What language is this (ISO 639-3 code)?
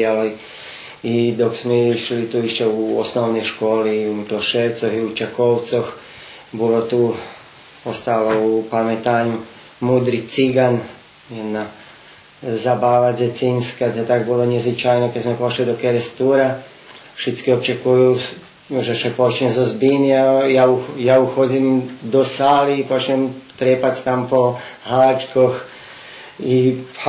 rue